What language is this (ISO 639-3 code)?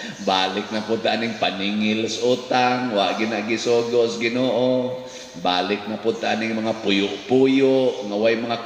ceb